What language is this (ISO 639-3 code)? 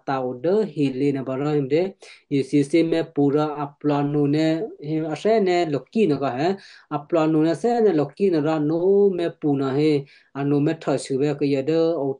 kyu